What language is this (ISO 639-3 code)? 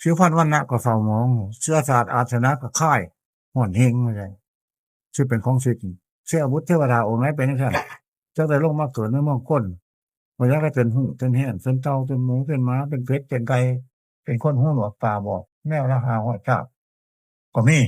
tts